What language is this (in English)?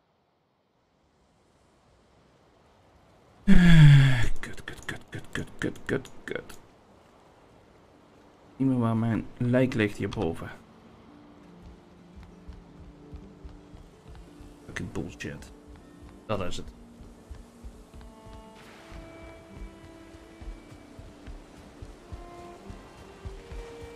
Dutch